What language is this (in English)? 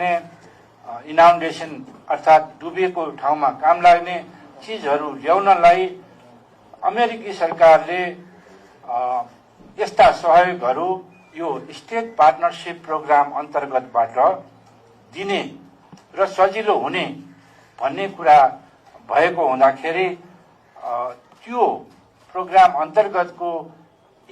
Nepali